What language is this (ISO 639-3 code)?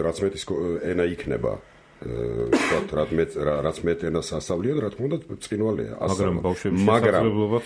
kat